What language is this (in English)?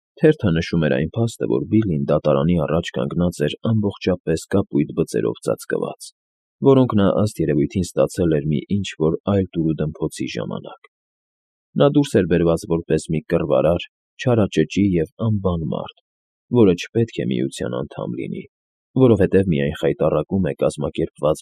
Armenian